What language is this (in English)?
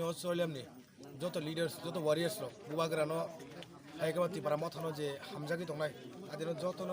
Kok Borok